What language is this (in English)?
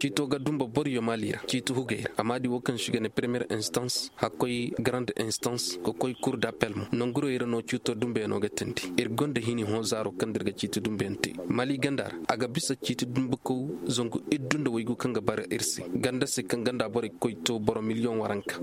Koyraboro Senni